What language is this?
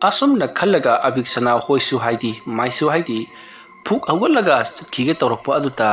Manipuri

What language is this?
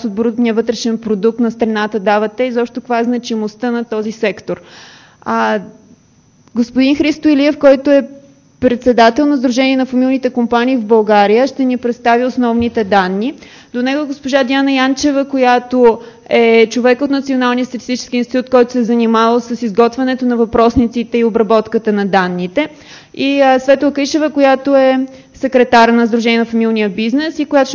Bulgarian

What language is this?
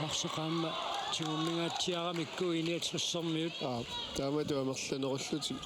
Kalaallisut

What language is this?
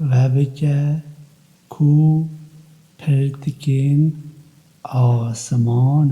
Kurdish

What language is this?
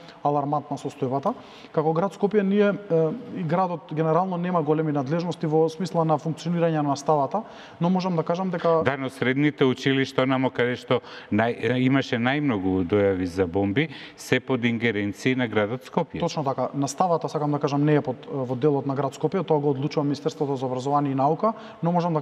Macedonian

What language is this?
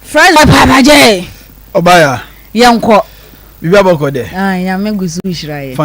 Akan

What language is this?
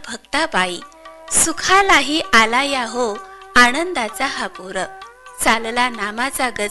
Marathi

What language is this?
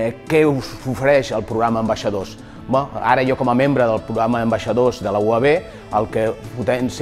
Catalan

